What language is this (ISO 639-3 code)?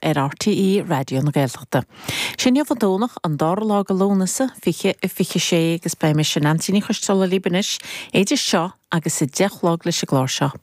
gle